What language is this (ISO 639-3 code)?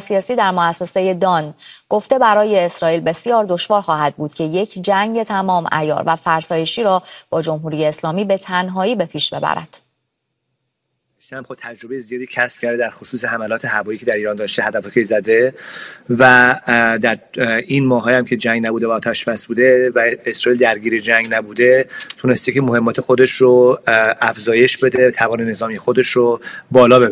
fas